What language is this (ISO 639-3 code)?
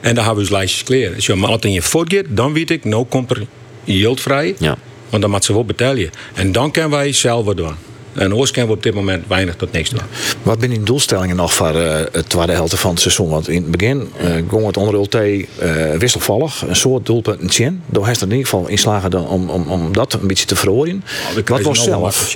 fry